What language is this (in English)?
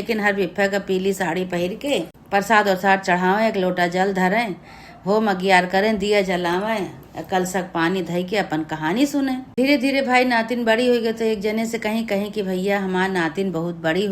Awadhi